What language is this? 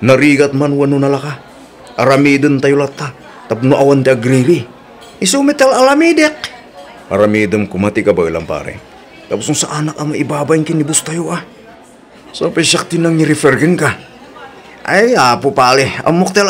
Iloko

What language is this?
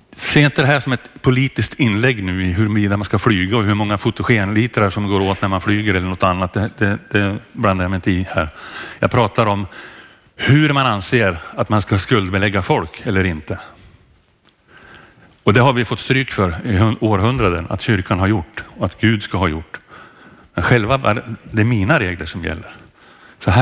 Swedish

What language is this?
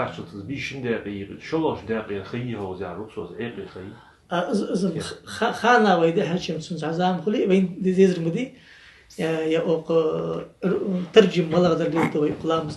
Ingush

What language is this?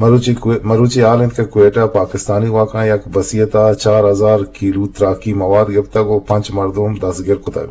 Eastern Balochi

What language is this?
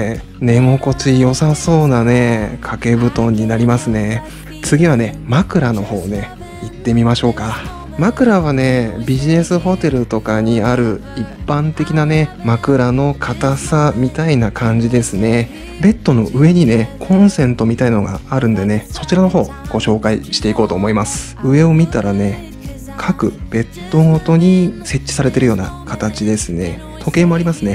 Japanese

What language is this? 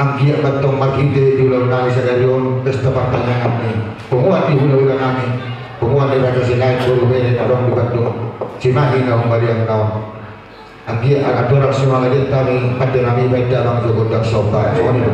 Batak Toba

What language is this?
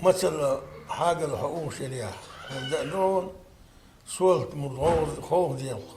Chechen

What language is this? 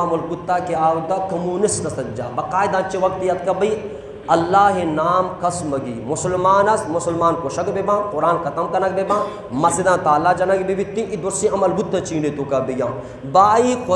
Eastern Balochi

